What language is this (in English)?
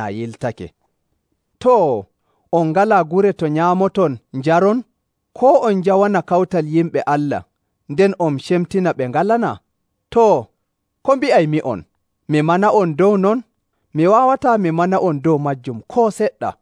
Nigerian Fulfulde